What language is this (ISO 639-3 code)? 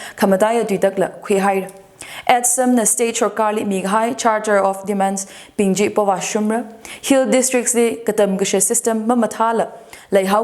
nmf